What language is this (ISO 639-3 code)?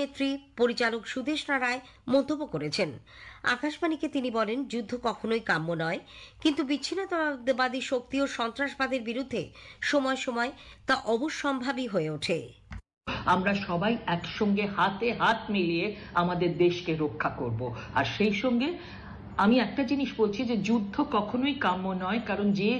ben